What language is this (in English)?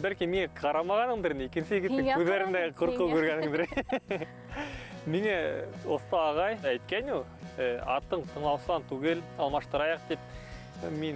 Bashkir